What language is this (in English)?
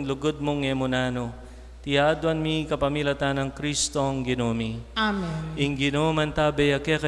Pampanga